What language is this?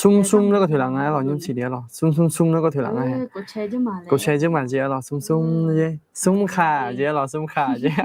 Akha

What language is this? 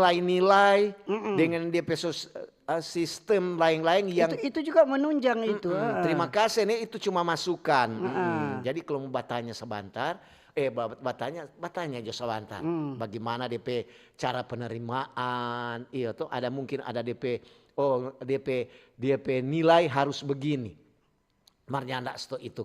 Manado Malay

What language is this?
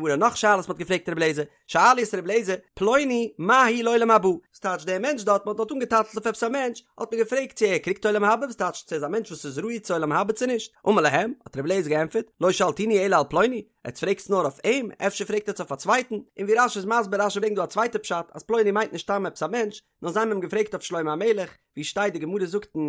Yiddish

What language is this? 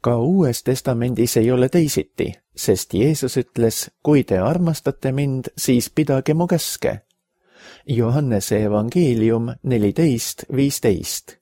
Estonian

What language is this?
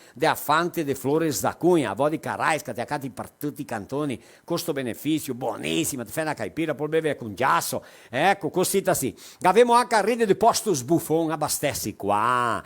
Venetian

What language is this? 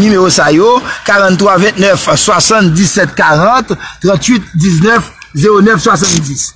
Haitian Creole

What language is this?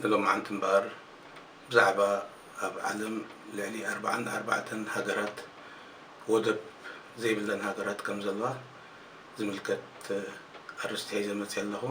Tigrinya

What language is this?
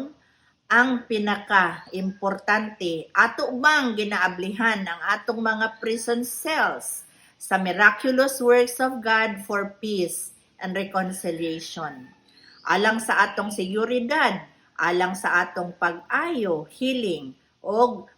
Cebuano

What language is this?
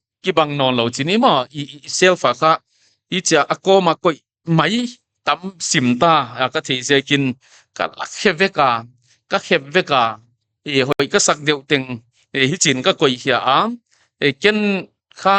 Paite Chin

